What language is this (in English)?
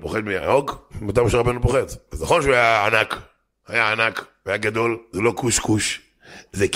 Hebrew